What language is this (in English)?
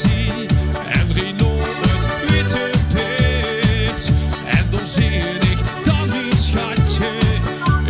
Limburgish